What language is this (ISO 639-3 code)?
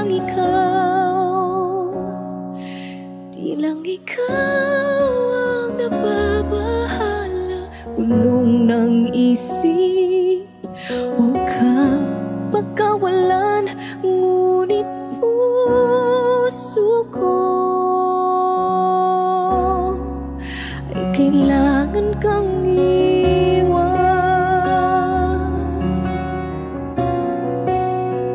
fil